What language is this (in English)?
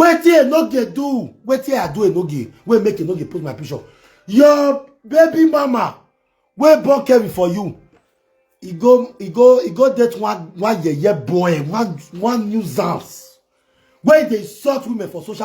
Nigerian Pidgin